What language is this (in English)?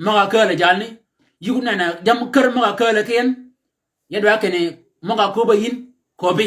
Shilluk